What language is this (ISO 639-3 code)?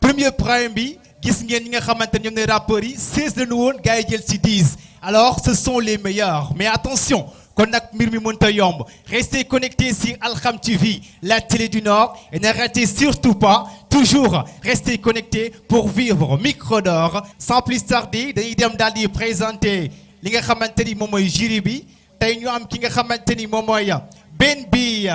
wol